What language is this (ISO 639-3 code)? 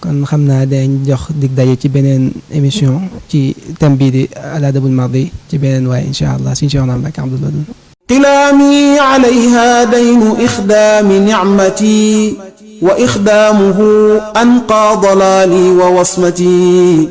wol